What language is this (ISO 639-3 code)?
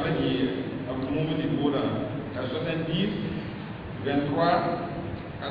mos